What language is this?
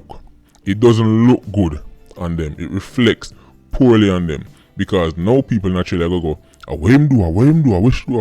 Jamaican Creole English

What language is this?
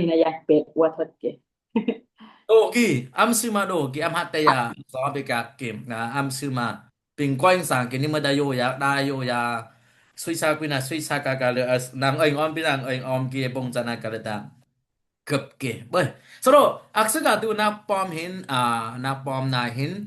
Dimasa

